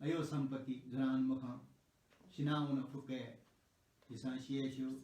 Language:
Newari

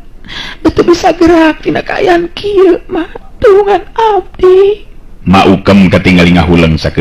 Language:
Sundanese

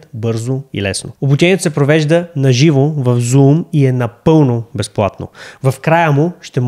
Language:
Bulgarian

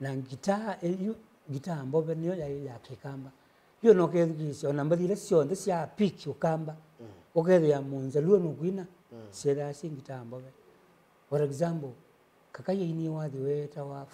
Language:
Kamba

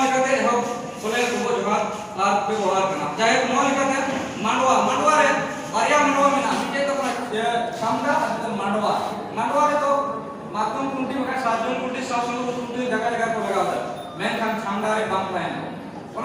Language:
Santali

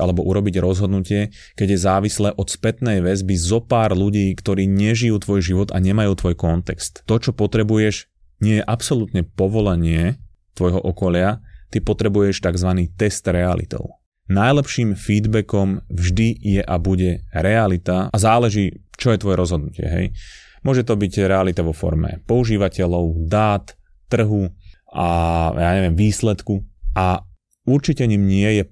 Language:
Slovak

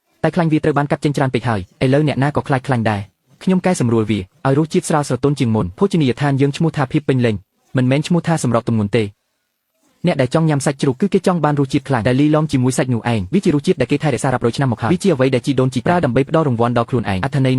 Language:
Khmer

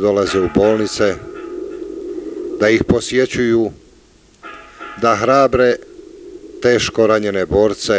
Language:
Bosnian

